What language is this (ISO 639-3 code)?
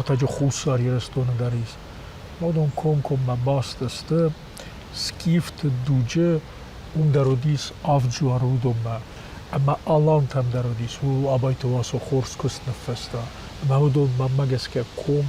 oss